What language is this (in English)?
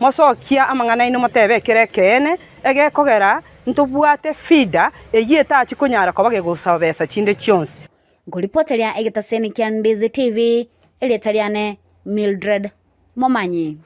Gusii